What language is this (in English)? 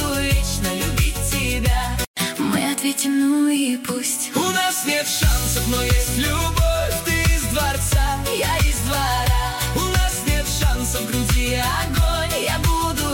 Russian